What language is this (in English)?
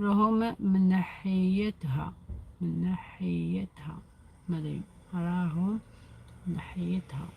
Algerian Arabic